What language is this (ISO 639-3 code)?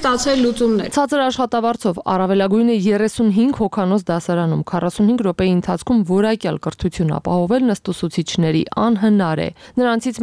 hye